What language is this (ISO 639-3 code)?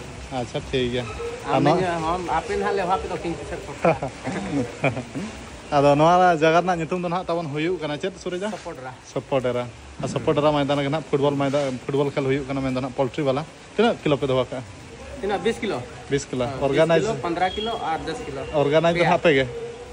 sat